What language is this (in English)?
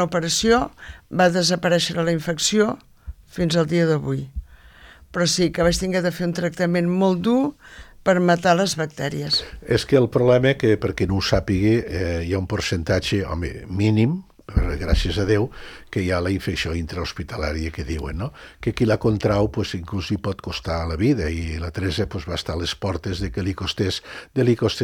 Catalan